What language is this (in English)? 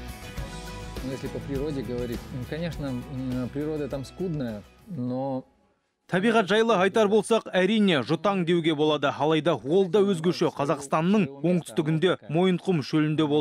Kazakh